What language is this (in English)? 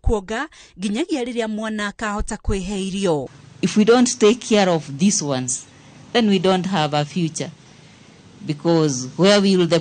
Kikuyu